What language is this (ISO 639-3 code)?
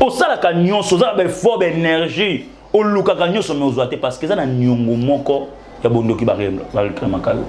lin